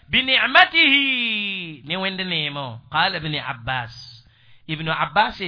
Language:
Mossi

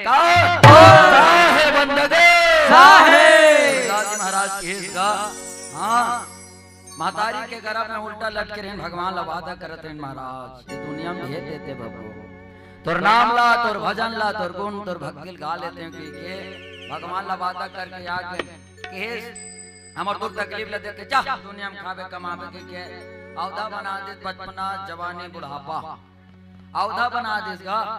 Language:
Chhattisgarhi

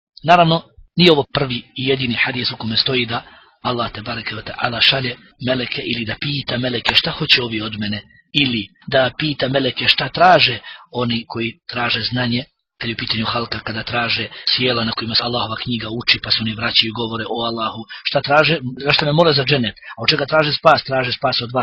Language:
Bosnian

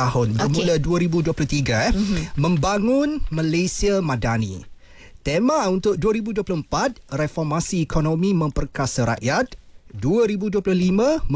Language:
Malay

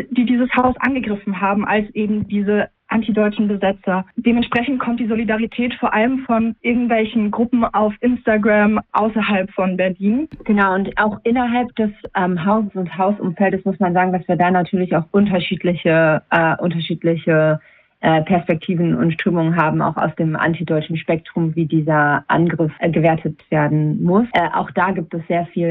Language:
German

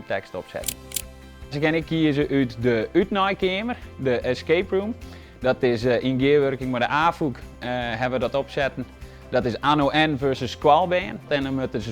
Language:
Western Frisian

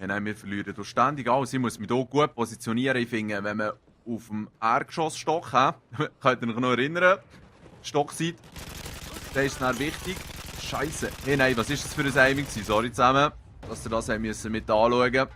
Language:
Swiss German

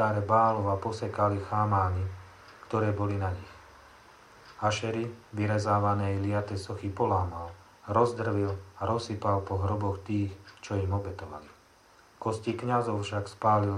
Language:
Slovak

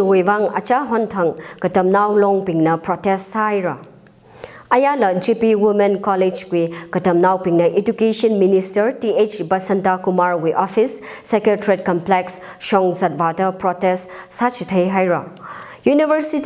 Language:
Tangkhul Naga (India)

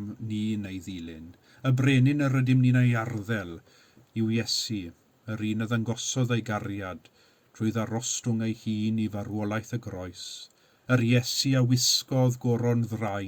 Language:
Welsh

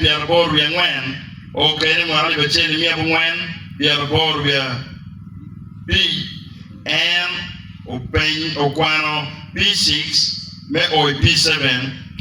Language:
Acoli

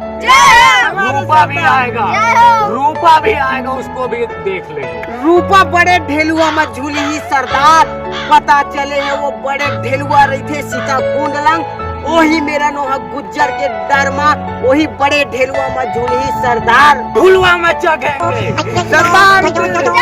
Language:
Chhattisgarhi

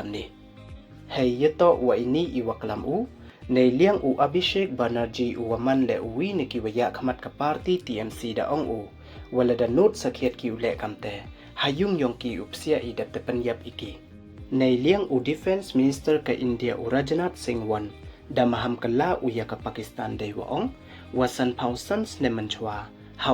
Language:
Pnar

